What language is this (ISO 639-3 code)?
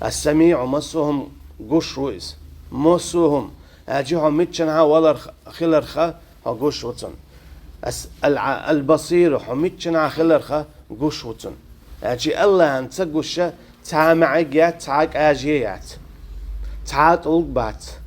che